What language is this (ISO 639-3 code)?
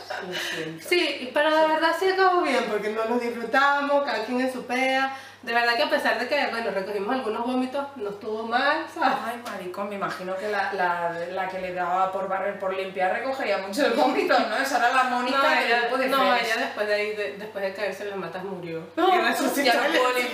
spa